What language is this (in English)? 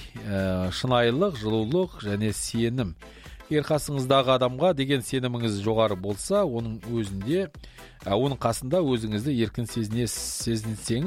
Kazakh